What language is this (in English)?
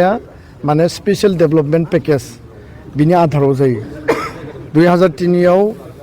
Bodo